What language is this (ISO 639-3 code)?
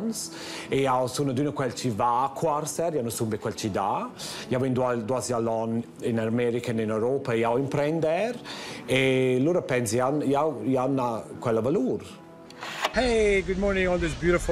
roh